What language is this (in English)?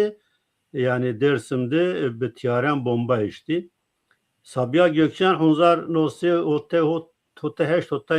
Zaza